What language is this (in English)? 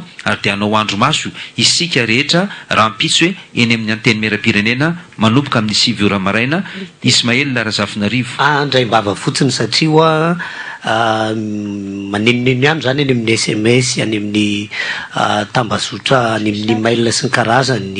Malagasy